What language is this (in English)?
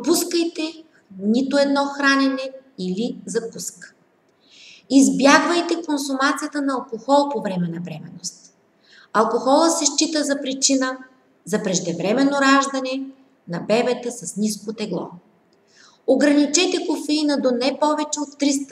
Bulgarian